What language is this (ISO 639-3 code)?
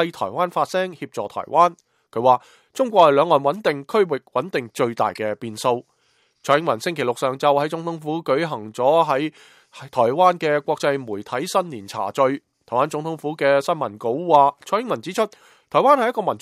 yue